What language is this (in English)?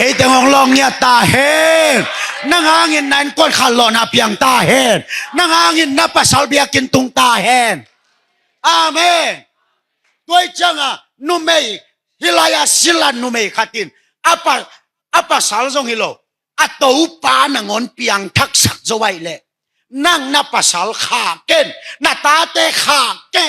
Tedim Chin